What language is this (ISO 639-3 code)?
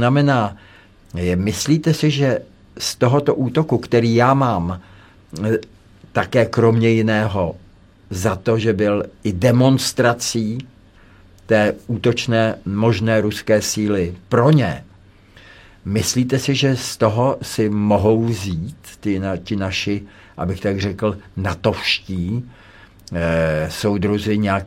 ces